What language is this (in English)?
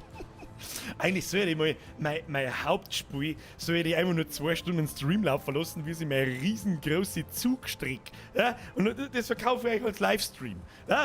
Bavarian